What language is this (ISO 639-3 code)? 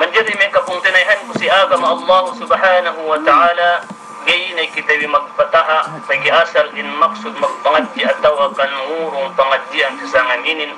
yka